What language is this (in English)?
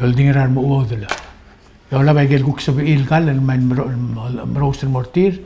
Palauan